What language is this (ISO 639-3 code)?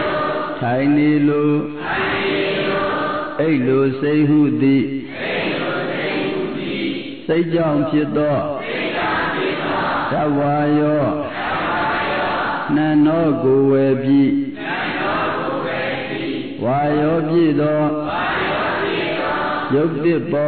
mya